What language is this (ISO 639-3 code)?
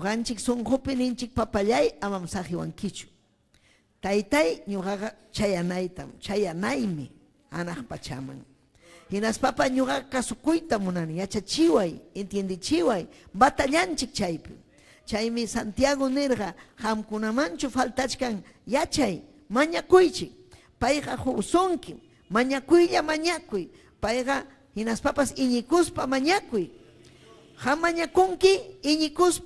quy